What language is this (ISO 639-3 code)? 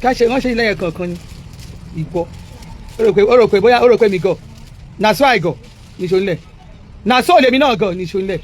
yor